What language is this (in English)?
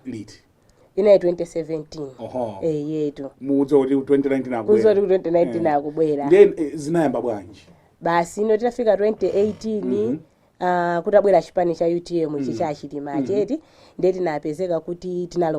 Nyanja